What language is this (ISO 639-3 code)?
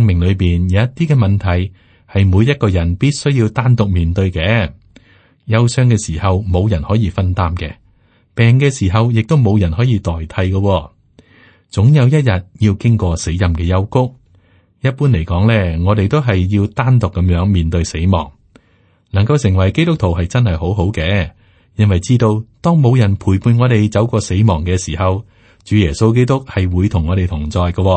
yue